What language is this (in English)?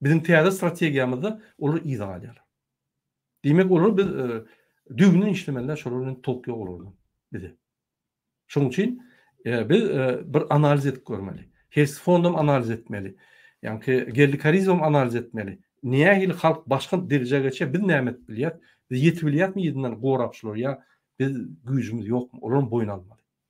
Turkmen